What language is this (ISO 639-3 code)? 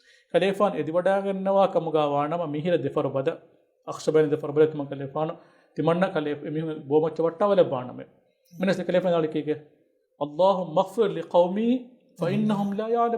div